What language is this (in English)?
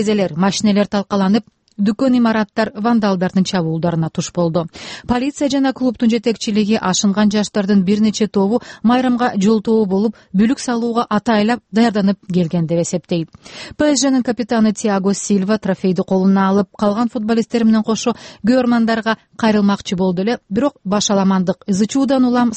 Kyrgyz